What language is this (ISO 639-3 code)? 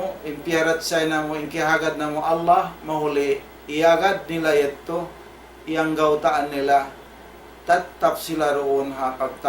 tsg